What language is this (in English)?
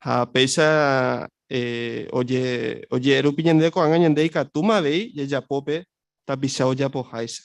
Guarani